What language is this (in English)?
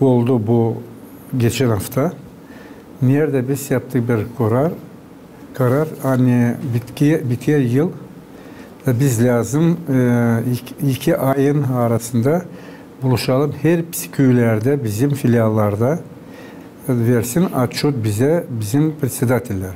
Gagauz